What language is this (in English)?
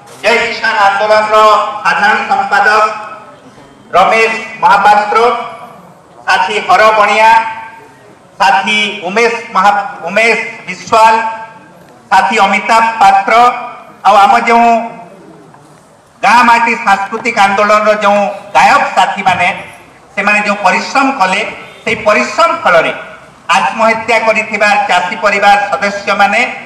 Odia